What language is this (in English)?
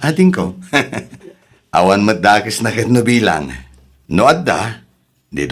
Iloko